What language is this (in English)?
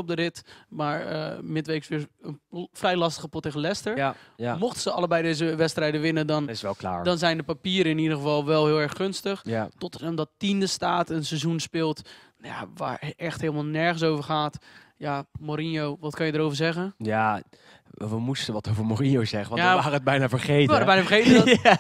Dutch